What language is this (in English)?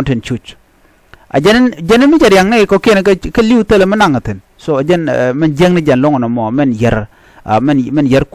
Nuer